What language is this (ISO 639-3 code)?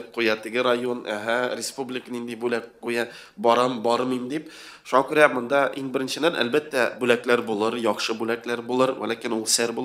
tat